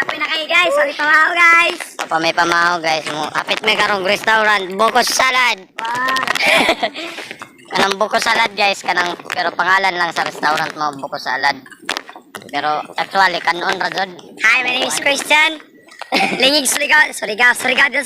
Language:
Cebuano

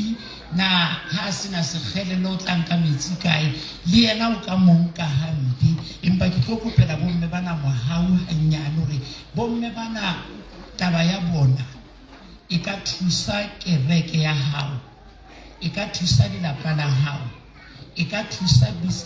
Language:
Southern Sotho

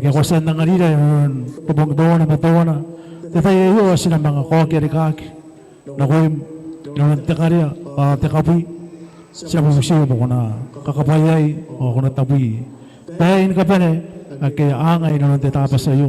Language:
Gilbertese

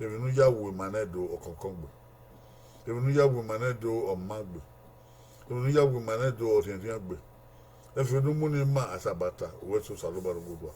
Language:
Bini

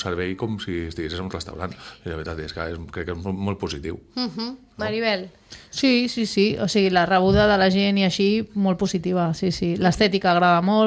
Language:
Catalan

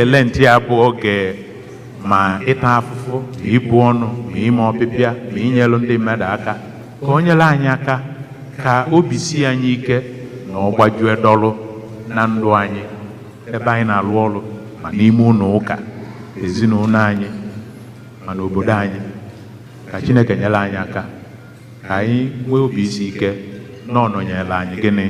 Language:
Igbo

